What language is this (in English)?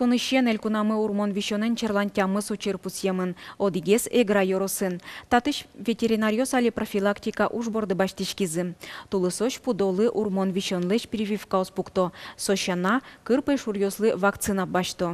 Udmurt